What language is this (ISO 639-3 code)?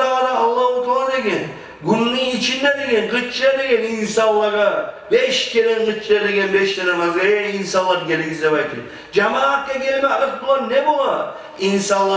kum